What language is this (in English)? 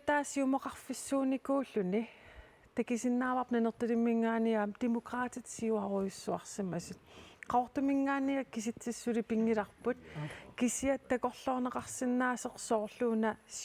Kalaallisut